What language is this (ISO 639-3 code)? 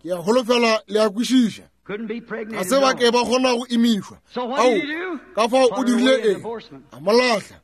nso